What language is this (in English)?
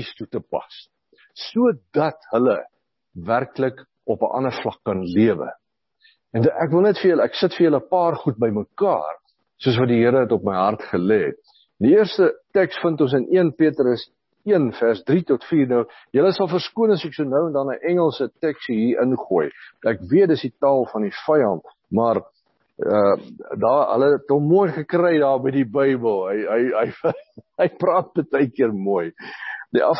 Afrikaans